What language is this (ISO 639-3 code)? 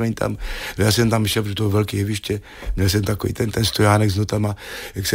ces